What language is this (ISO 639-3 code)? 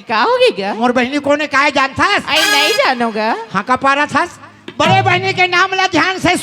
hne